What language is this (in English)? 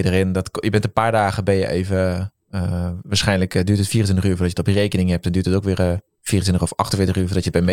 Dutch